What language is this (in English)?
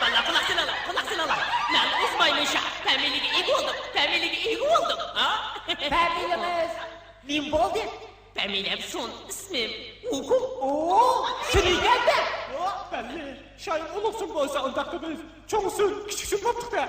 Uyghur